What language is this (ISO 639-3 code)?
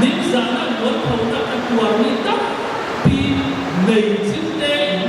cfm